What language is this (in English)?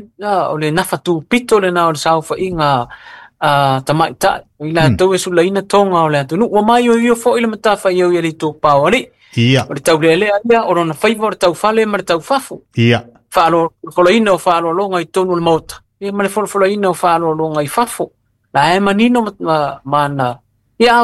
Samoan